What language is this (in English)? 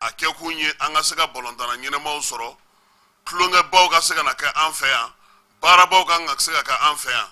Bambara